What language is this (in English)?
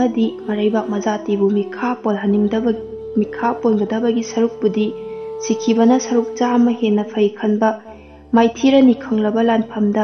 Manipuri